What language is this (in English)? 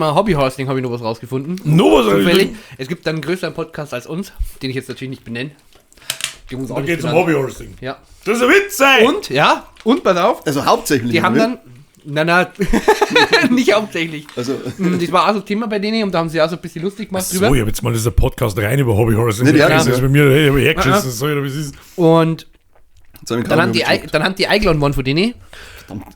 Bavarian